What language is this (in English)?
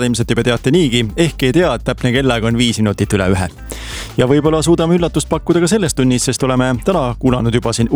Estonian